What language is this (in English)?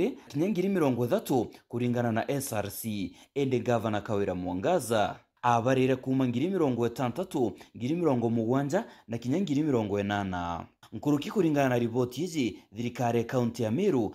Meru